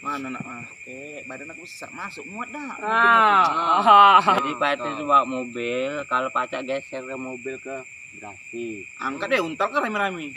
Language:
Musi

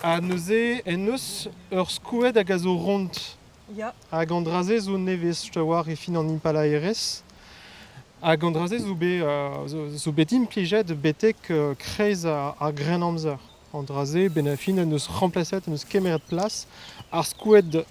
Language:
Breton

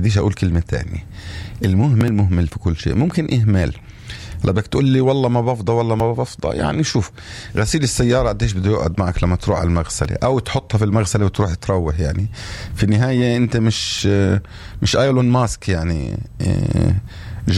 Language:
North Levantine Arabic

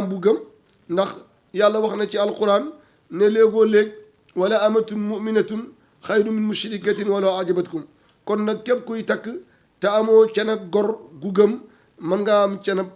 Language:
Wolof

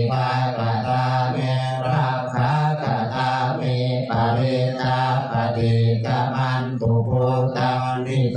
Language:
Pali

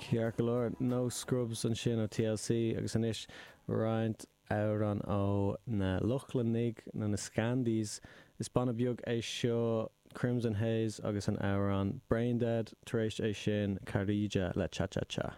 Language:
Irish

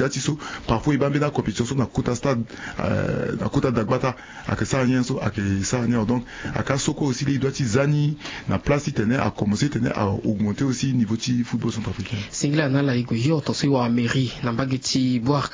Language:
Sango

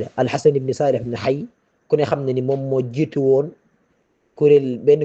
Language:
Wolof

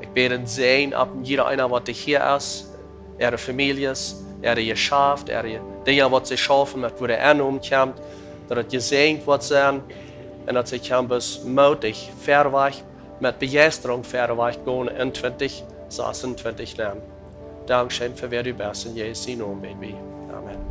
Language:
Plautdietsch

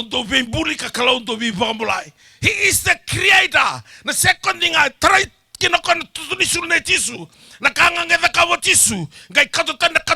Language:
Fijian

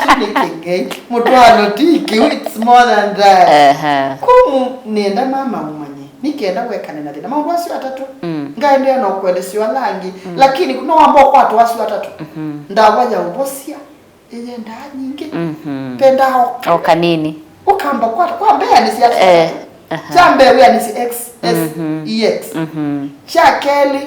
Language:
Kamba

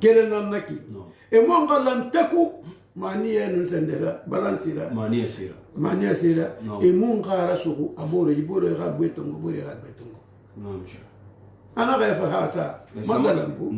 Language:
Susu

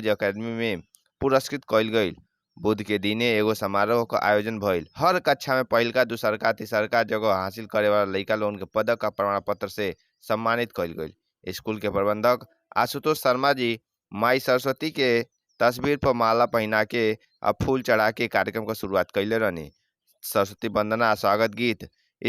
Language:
Bhojpuri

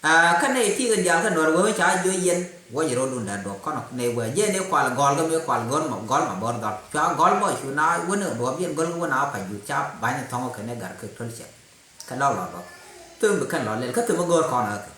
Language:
Nuer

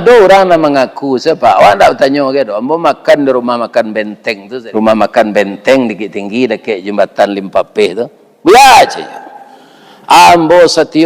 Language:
Minangkabau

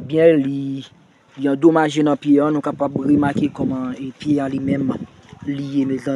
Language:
Haitian Creole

